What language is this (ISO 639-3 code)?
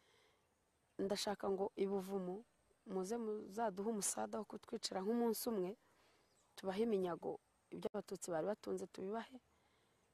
kin